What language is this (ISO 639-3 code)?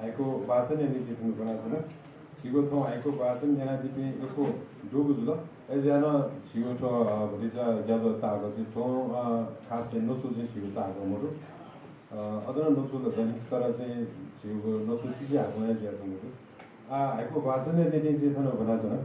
new